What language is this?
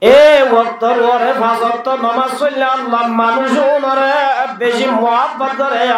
Rohingya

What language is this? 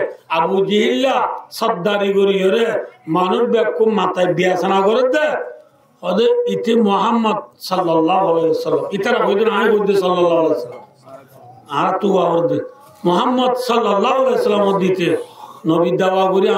Rohingya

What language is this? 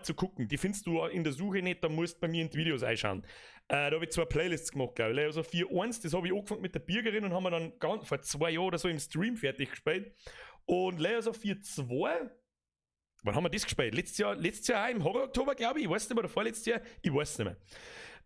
Bavarian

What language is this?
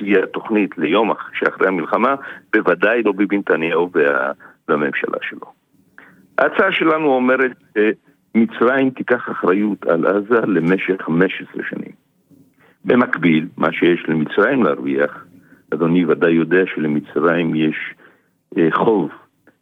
Hebrew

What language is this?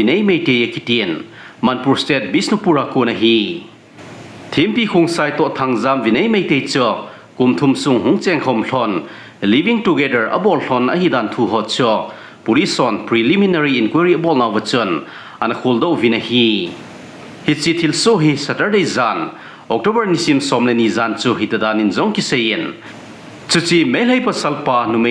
Thado Chin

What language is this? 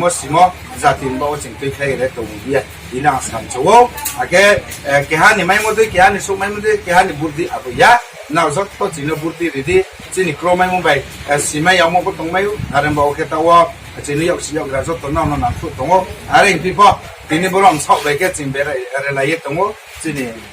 Riang (India)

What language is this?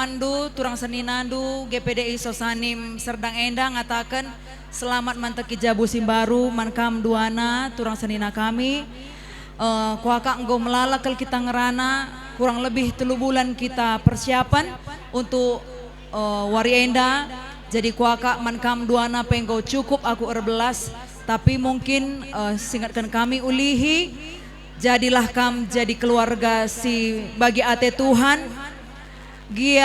Batak Karo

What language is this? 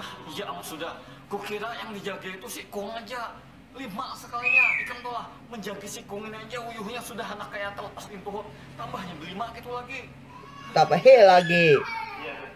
Banjar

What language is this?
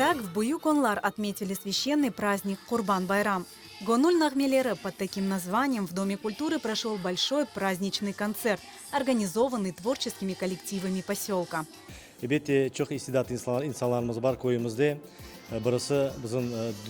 Crimean Tatar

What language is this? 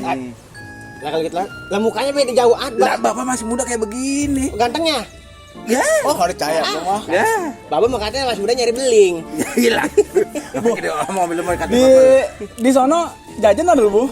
Betawi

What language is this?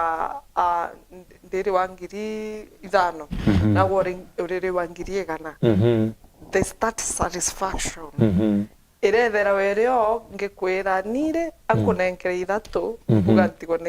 Meru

